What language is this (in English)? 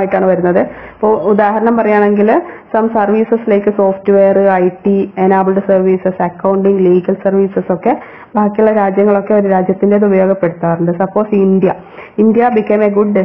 Malayalam